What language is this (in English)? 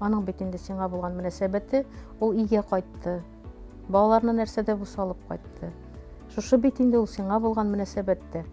Tatar